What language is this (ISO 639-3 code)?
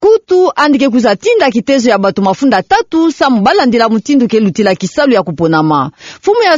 ktu